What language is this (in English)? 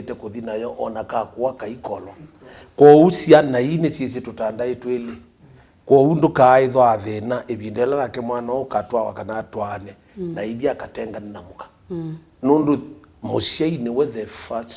Kamba